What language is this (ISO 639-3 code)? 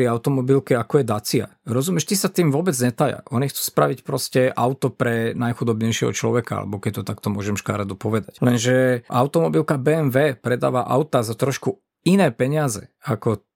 slk